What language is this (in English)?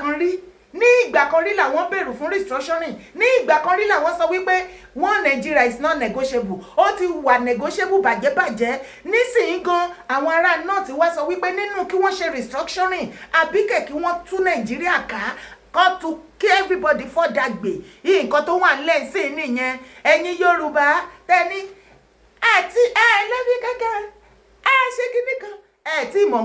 Yoruba